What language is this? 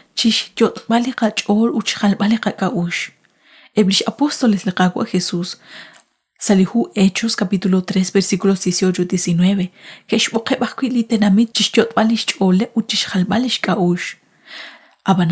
Kekchí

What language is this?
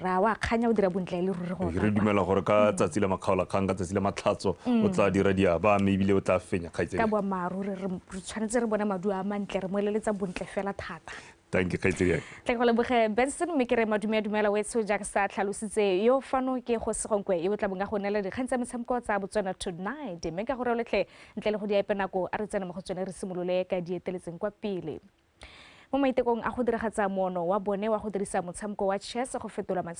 Tswana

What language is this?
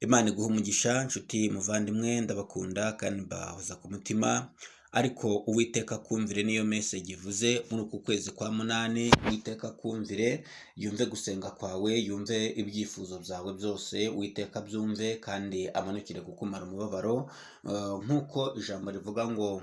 Kinyarwanda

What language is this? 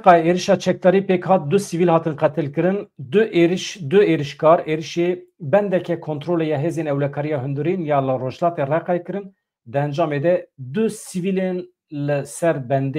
Kurdish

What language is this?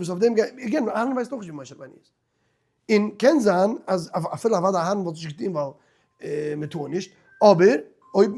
Yiddish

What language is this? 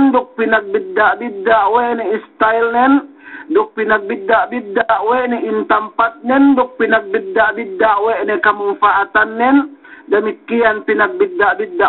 Yakan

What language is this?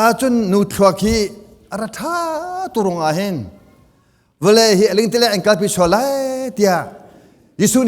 Hakha Chin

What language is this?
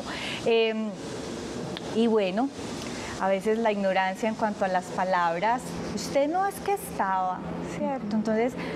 Spanish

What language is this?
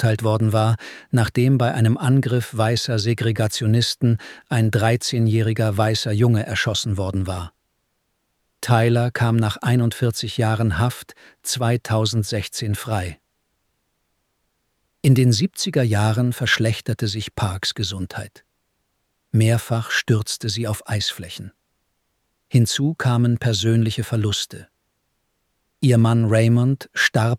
German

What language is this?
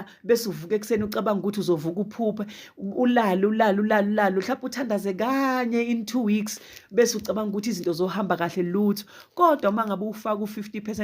Zulu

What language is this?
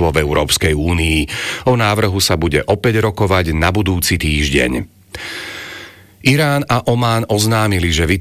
Slovak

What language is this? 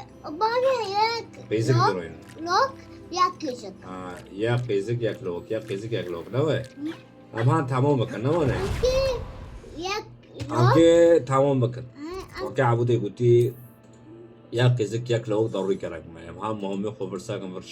Kurdish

